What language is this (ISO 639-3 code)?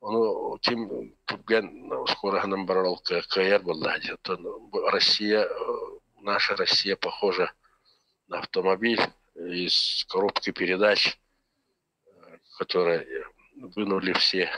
sah